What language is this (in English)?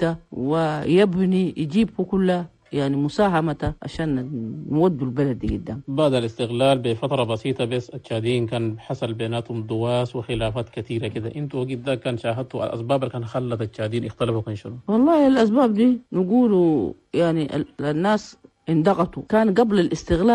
Chadian Arabic